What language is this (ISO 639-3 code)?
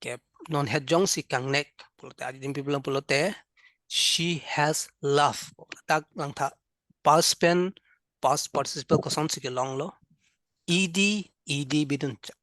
mjw